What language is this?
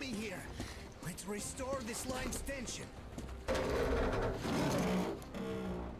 English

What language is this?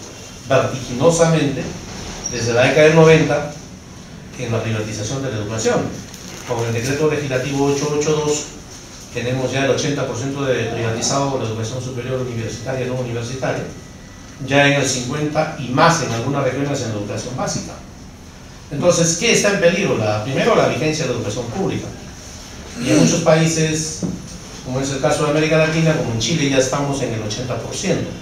Spanish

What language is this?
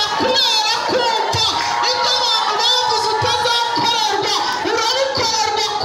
Kinyarwanda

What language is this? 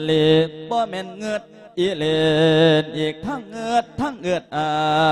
Lao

